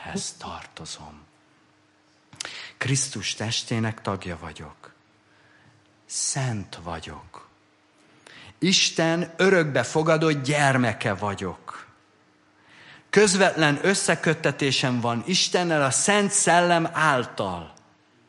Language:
Hungarian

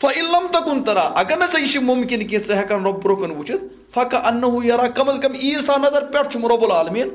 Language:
Kashmiri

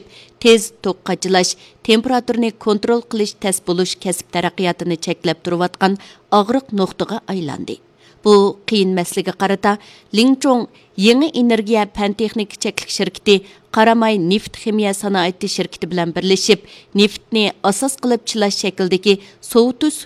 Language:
Uyghur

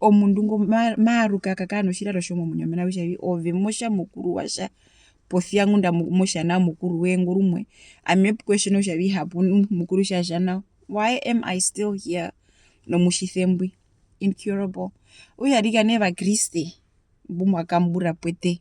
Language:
Herero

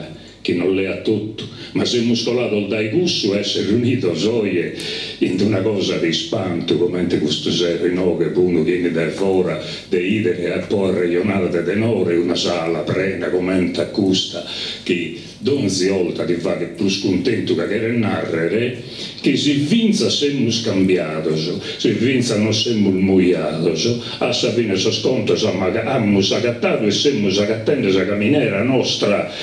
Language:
Sardinian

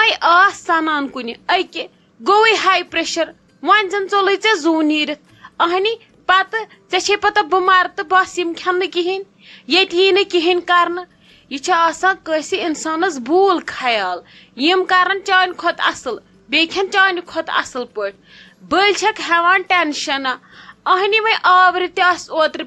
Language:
Kashmiri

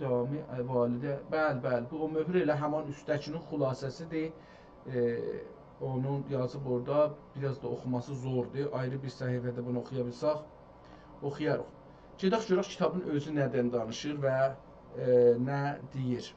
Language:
South Azerbaijani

